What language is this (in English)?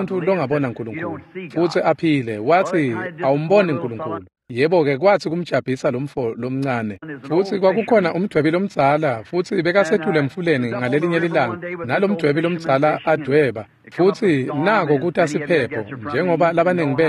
Swati